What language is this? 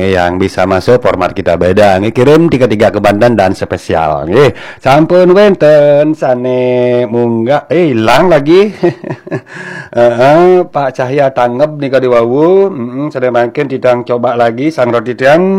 Balinese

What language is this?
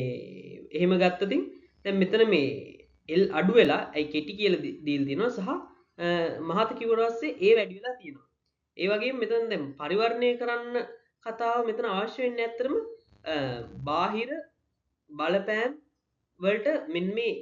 Sinhala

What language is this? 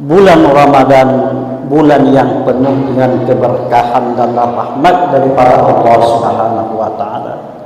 Buginese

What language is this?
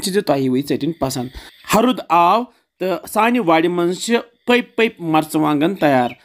Kashmiri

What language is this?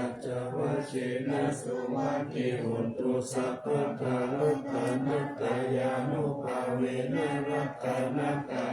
Pali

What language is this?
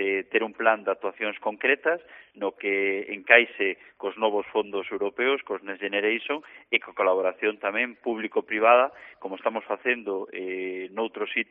Galician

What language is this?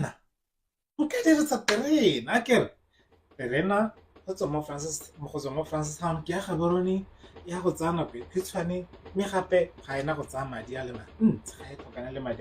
Tswana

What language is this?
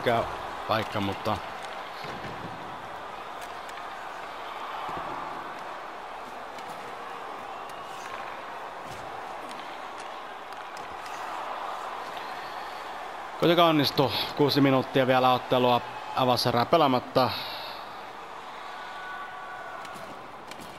Finnish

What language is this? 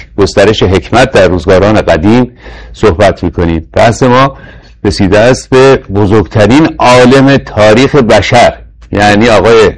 Persian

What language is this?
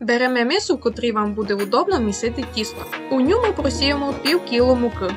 Rusyn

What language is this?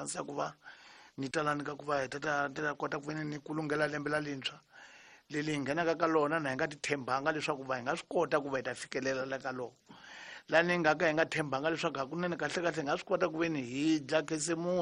Tsonga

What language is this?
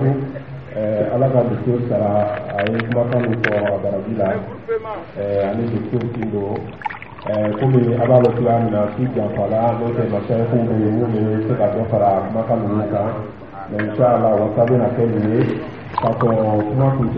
Dyula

